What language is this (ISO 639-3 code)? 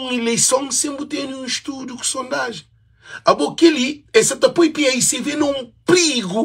kea